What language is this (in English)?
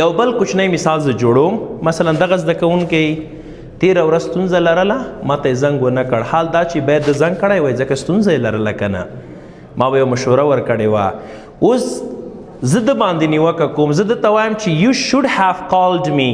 Pashto